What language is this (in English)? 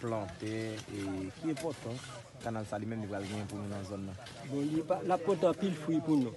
Haitian Creole